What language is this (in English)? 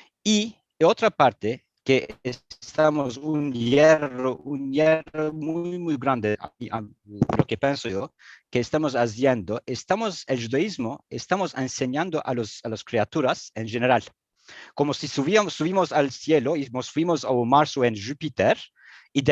Ladino